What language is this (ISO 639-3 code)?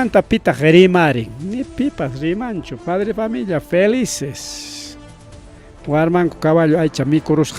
quy